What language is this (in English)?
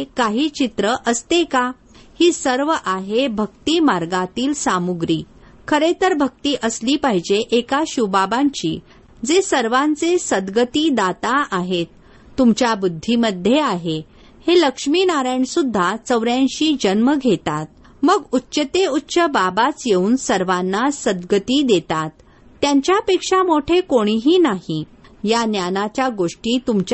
Marathi